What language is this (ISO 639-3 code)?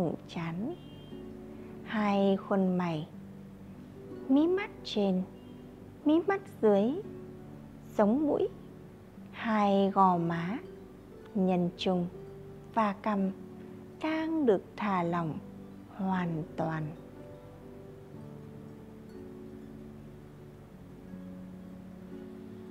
vie